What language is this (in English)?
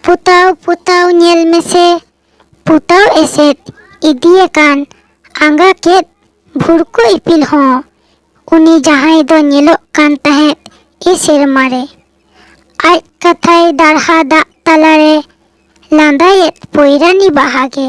Santali